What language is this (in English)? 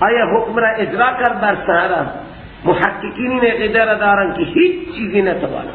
Persian